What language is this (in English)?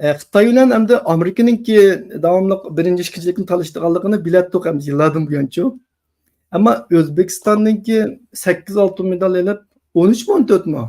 Uyghur